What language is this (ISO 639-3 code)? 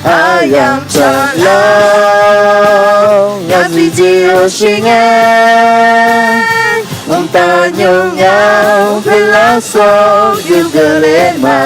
ahk